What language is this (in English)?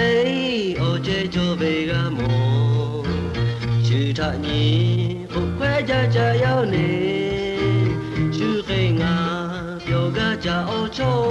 Lahu